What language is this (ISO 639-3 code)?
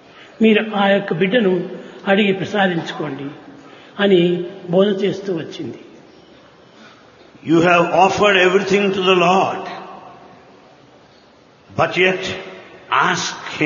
tel